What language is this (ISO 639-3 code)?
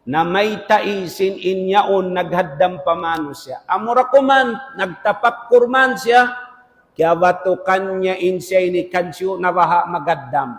tsg